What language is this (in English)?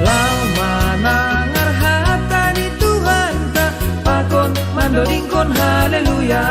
Batak Simalungun